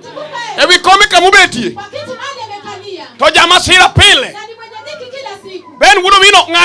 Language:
Luo (Kenya and Tanzania)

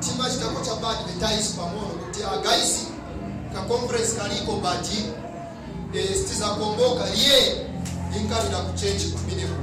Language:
Nyanja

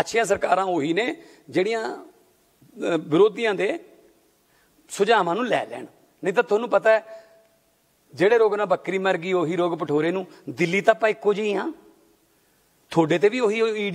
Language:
Punjabi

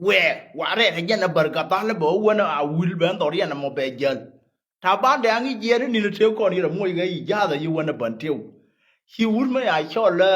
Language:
Nuer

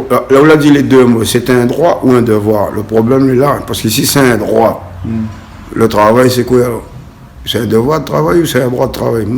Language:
Réunion Creole French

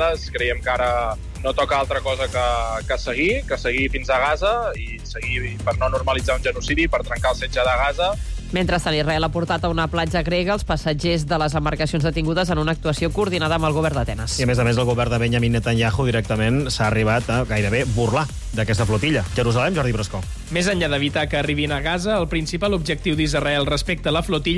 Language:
Catalan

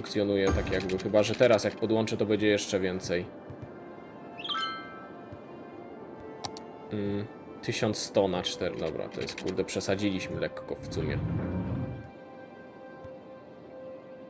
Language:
Polish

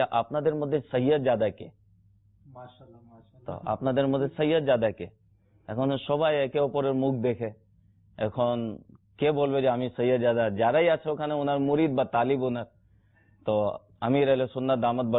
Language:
Bangla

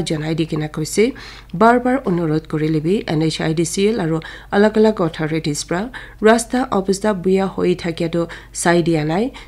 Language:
Naga Pidgin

